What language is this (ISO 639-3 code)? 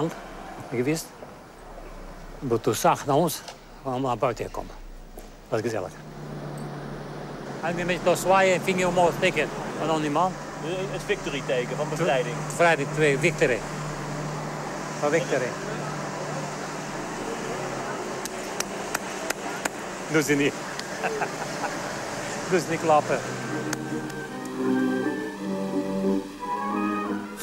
nld